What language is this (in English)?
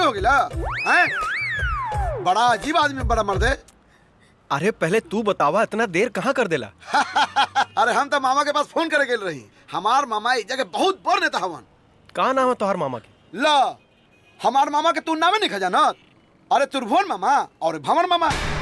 Bhojpuri